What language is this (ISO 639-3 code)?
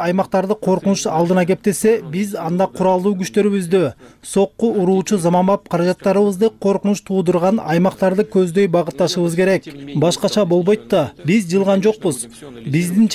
kir